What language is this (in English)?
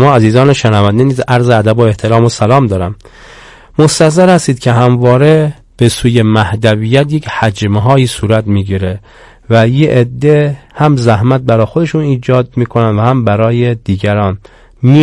Persian